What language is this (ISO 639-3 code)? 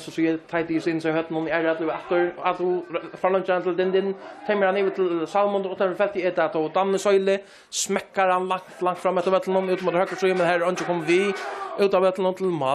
fao